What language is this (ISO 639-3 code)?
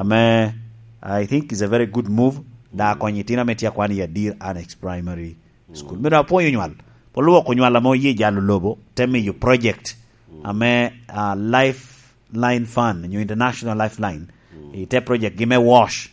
laj